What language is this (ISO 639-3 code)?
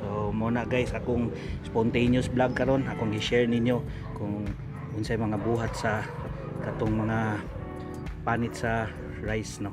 ceb